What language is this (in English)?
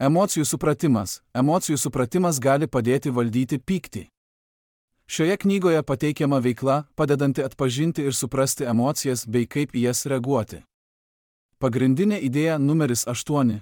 Lithuanian